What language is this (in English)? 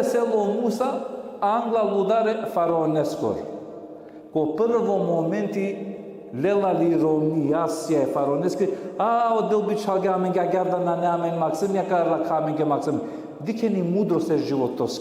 Balkan Romani